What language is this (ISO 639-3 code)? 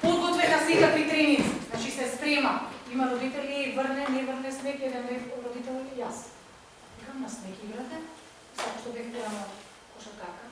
mkd